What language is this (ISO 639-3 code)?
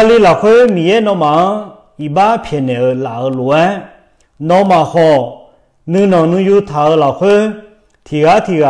ahk